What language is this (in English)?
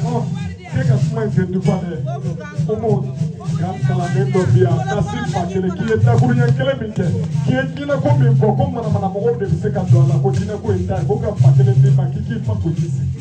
Bambara